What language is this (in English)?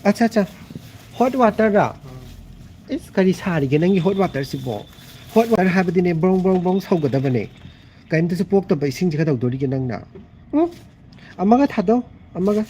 Manipuri